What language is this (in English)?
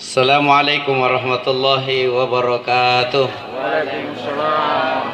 Makasar